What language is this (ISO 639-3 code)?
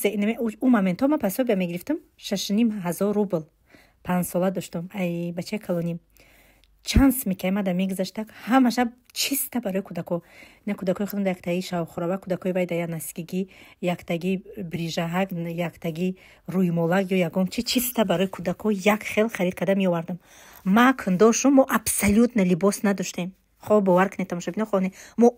tgk